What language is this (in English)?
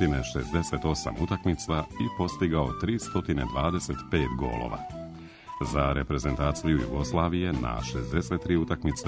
Serbian